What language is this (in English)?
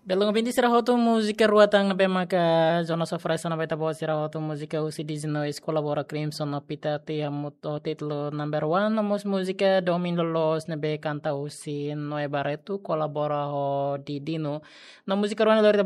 Tetum